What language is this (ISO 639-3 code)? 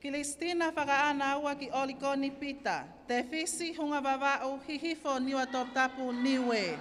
ton